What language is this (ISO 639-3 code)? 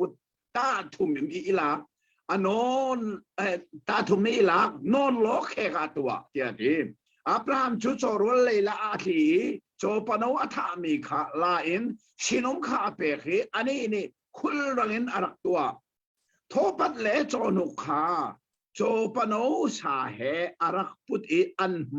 cnh